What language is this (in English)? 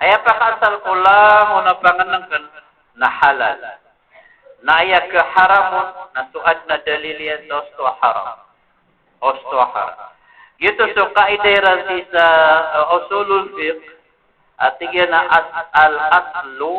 Maranao